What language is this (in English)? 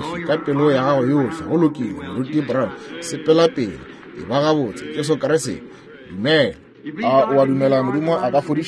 Northern Sotho